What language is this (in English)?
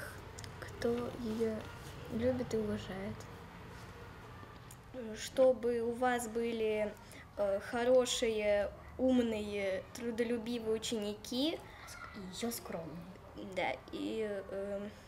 Russian